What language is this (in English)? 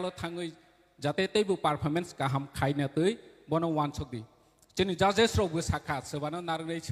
Kok Borok